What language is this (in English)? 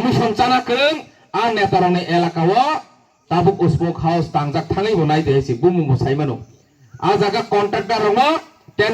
Kok Borok